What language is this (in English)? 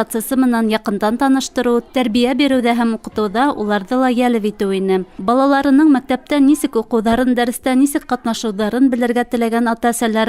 Bashkir